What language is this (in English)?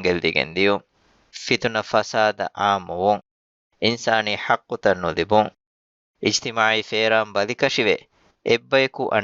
Divehi